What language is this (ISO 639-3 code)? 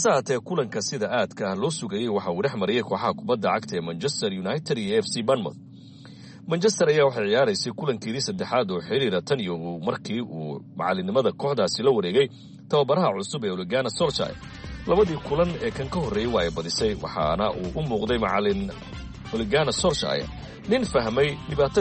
som